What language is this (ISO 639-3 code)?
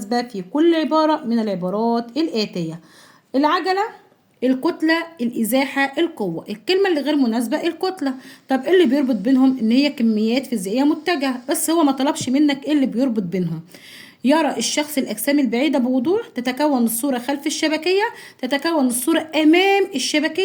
arz